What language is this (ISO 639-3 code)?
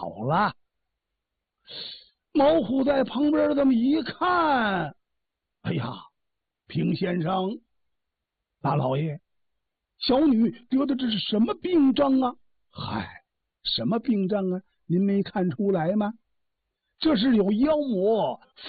zho